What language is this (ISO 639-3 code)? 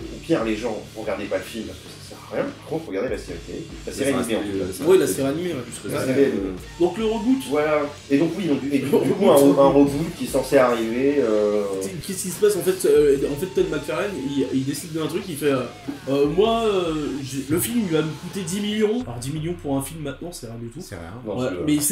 fra